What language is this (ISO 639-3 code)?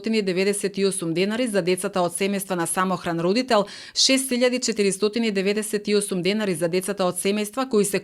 mkd